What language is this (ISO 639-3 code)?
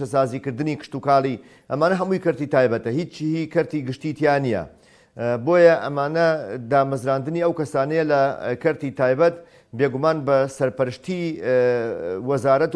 ckb